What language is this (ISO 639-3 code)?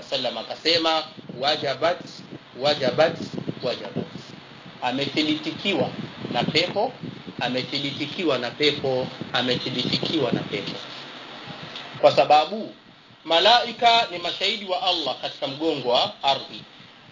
swa